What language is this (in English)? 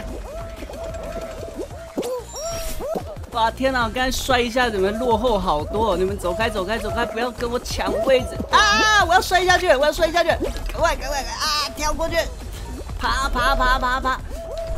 Chinese